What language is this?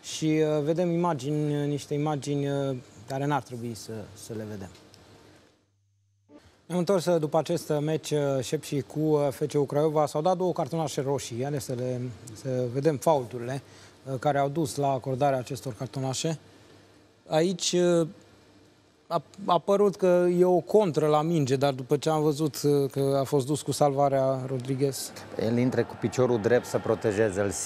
Romanian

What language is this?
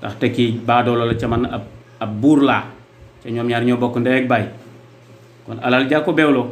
Wolof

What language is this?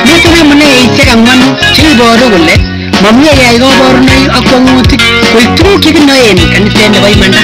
Kalenjin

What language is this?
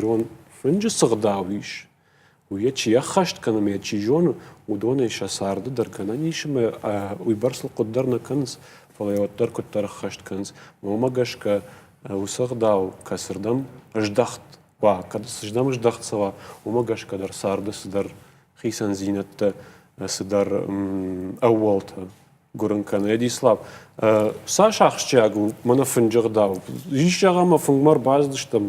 Ossetic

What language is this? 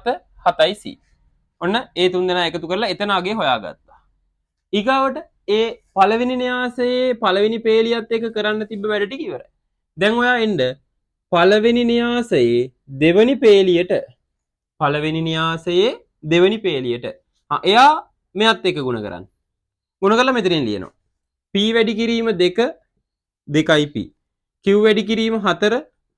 Sinhala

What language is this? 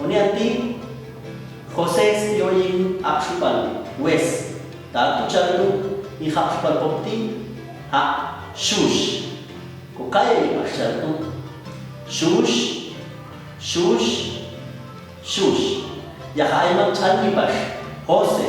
Popti'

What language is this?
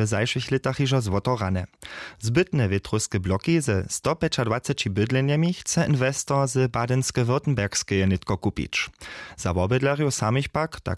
Upper Sorbian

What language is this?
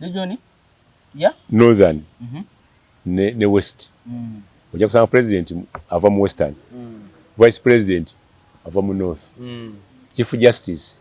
Ganda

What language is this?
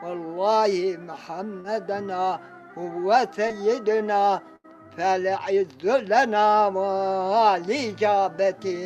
Zaza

